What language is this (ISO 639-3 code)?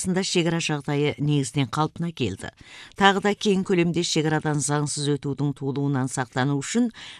kaz